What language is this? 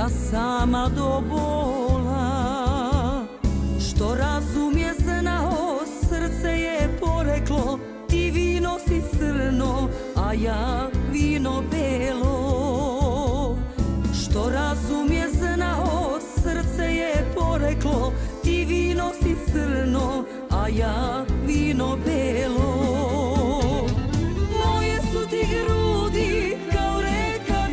Serbian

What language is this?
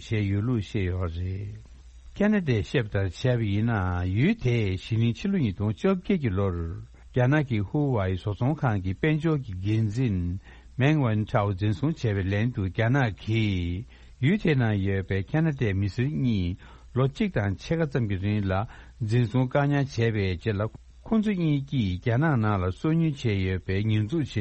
Tibetan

